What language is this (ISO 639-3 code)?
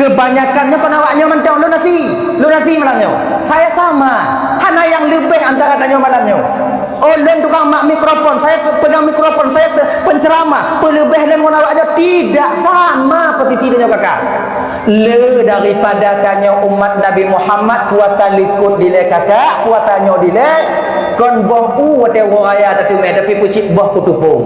ace